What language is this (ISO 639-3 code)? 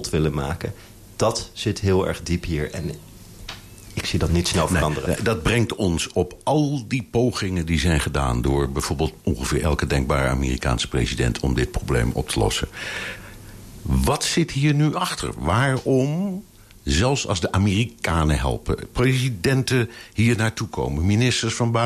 nld